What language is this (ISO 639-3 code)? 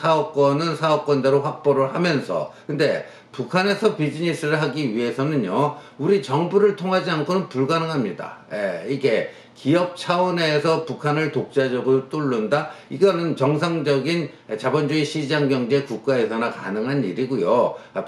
kor